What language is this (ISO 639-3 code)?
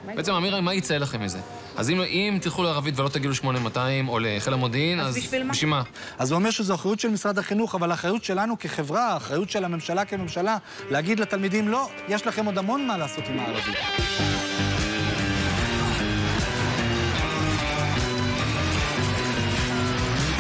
heb